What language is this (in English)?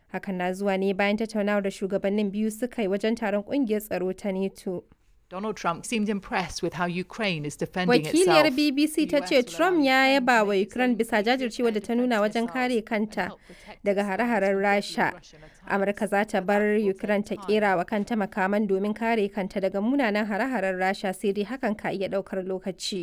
Hausa